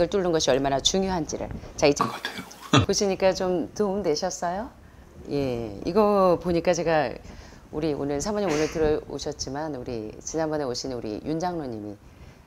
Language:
Korean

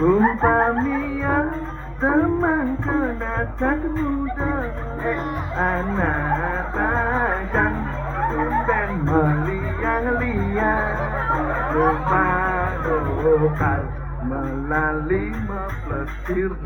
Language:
Balinese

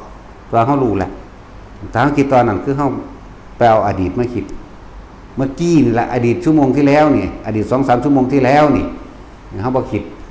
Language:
Northeastern Thai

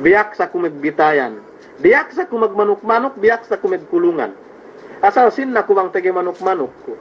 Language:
Yakan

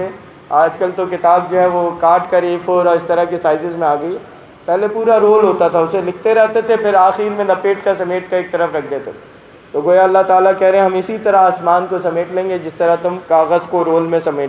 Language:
Urdu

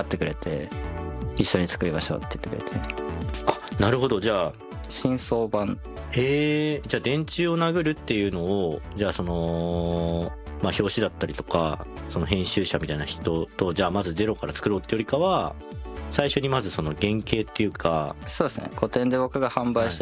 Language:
Japanese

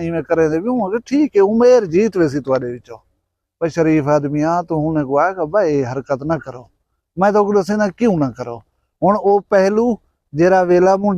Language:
Saraiki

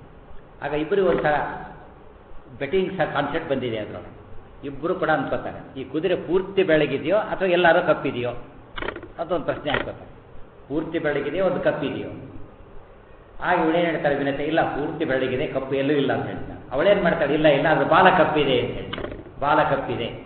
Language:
Kannada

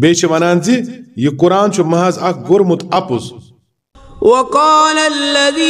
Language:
Kashmiri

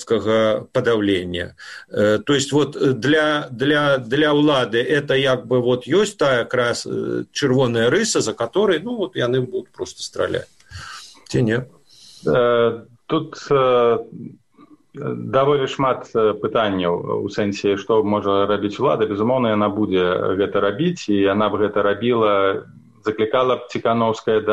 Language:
Belarusian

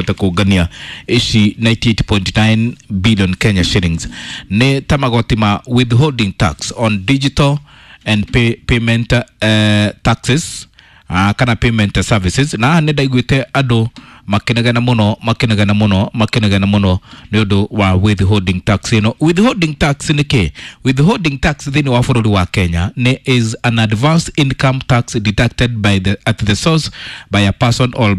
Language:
Kikuyu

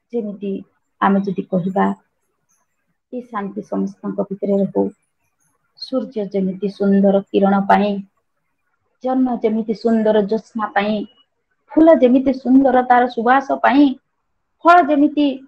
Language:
Odia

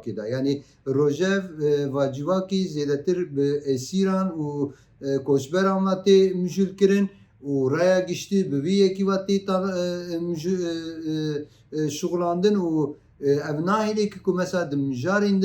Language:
Kurdish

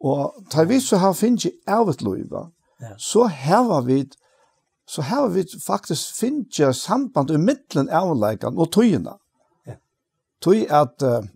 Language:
Faroese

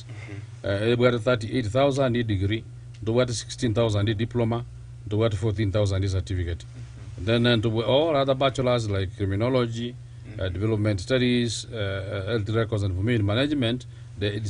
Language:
Gusii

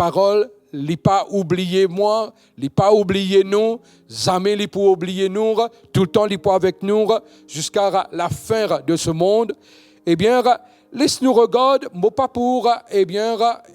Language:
Morisyen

